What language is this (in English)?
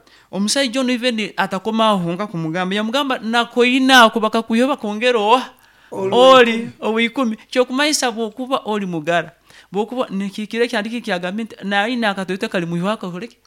Nyankole